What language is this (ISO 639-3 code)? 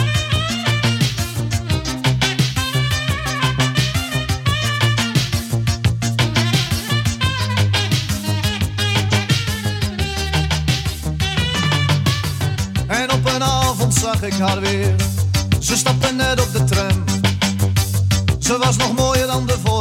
nld